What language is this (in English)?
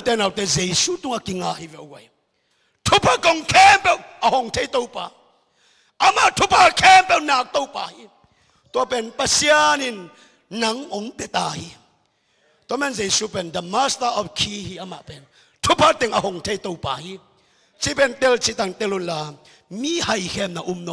Tedim Chin